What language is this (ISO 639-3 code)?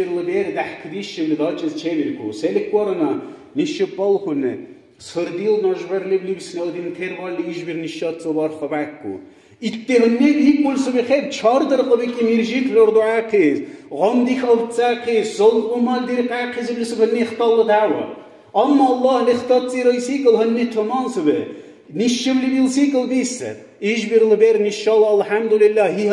dar